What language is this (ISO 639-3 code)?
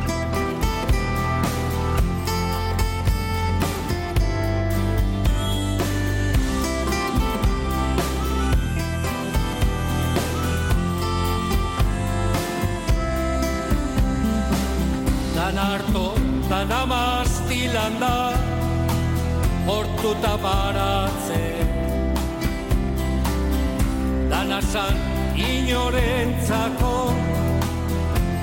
eus